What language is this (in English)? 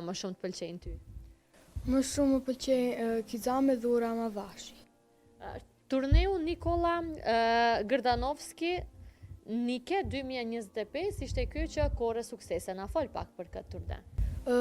Albanian